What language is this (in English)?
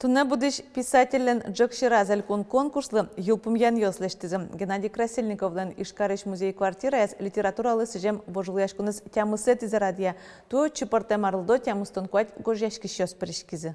Udmurt